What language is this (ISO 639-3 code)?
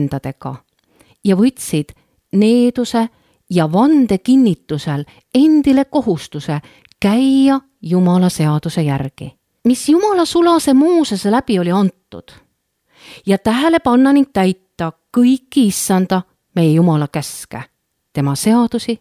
est